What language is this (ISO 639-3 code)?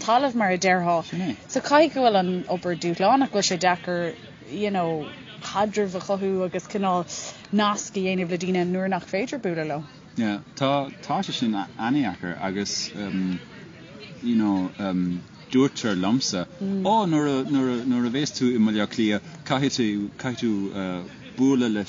gle